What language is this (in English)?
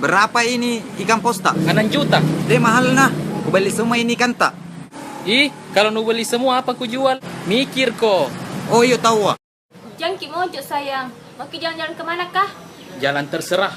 Makassar Malay